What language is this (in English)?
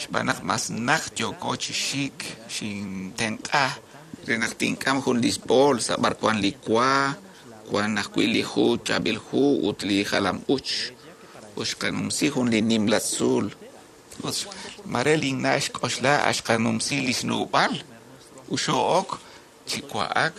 Kekchí